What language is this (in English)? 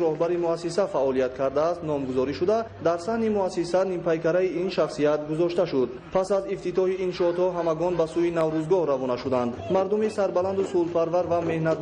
Tajik